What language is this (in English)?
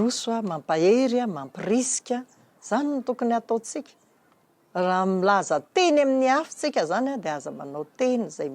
Malagasy